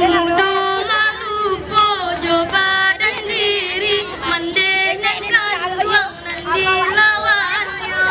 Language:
Minangkabau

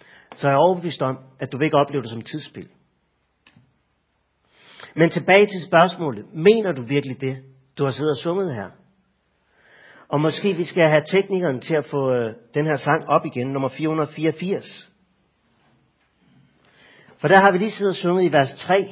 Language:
Danish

